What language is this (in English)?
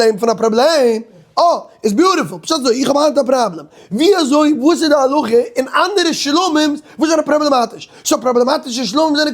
Yiddish